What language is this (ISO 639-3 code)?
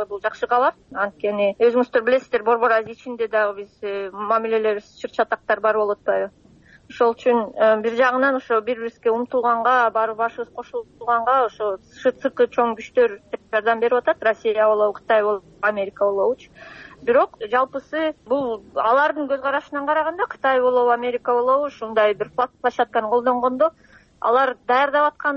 kir